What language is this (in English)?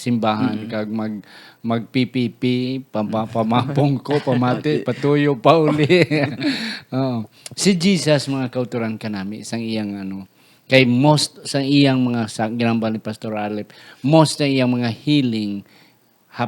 Hiligaynon